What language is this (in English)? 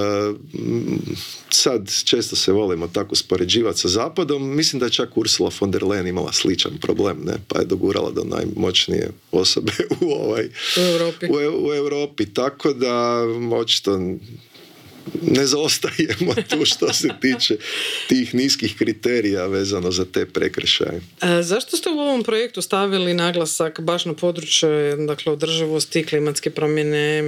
Croatian